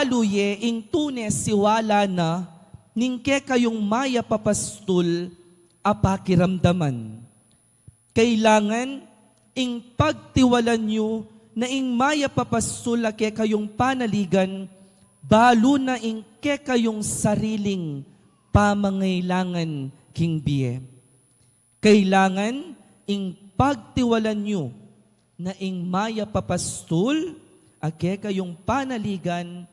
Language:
Pampanga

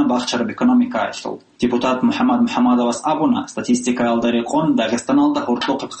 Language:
Avaric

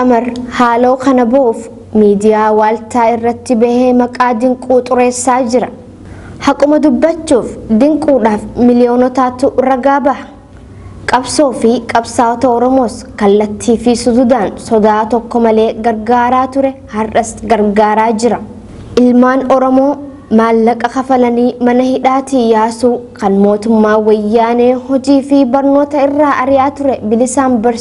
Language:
Oromo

